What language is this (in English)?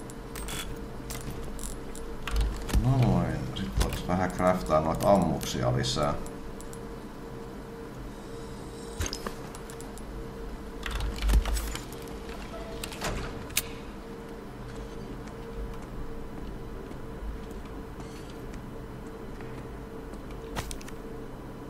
Finnish